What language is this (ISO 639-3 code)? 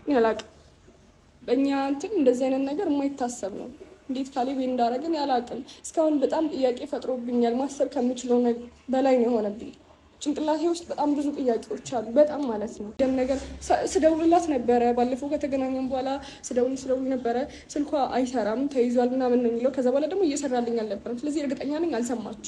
amh